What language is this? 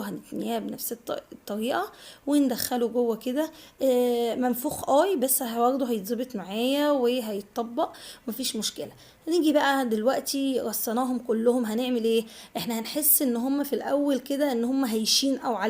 Egyptian Arabic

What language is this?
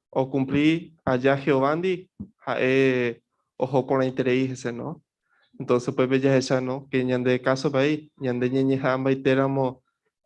Guarani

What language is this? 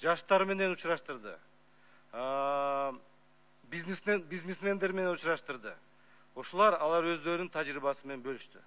Kyrgyz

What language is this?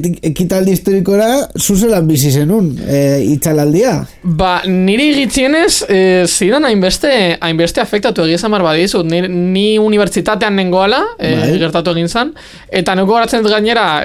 Basque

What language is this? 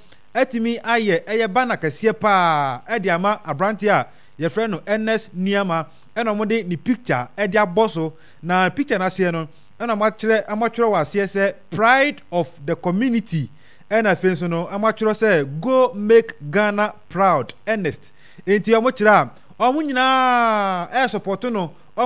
Akan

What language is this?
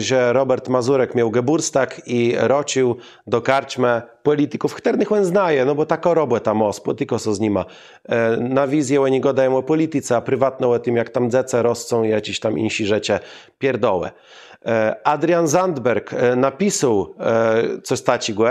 Kashubian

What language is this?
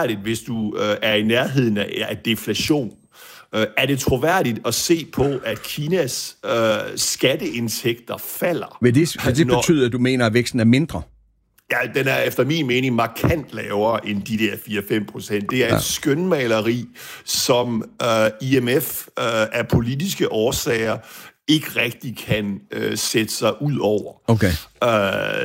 Danish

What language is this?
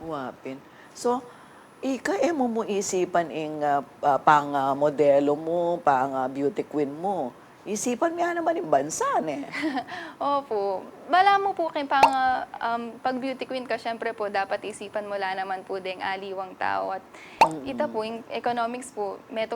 Pampanga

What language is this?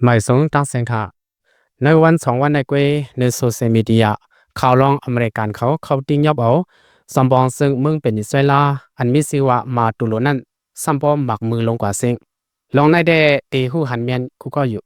Shan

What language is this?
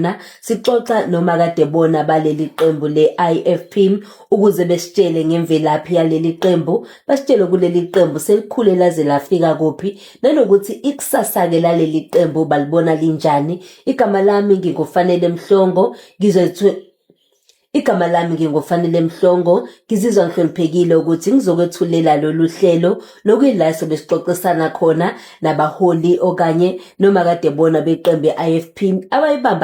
Zulu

